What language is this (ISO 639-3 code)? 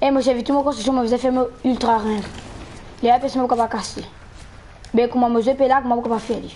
mfe